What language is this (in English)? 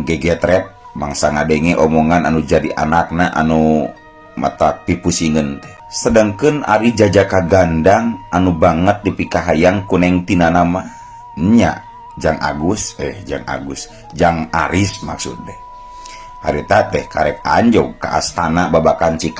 Sundanese